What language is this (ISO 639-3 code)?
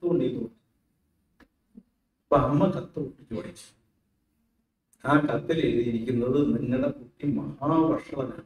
mal